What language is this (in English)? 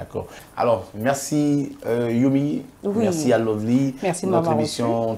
French